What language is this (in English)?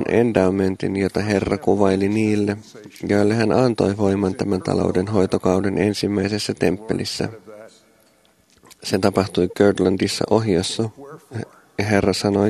Finnish